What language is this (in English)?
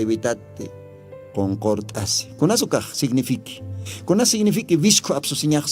Aymara